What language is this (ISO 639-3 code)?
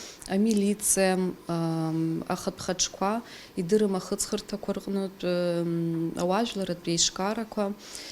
abk